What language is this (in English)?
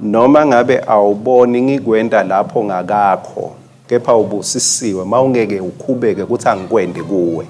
Swati